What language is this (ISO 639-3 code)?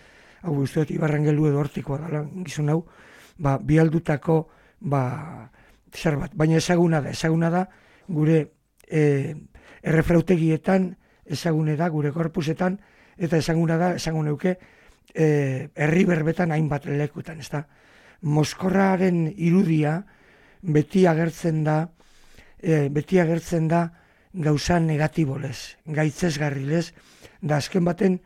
eus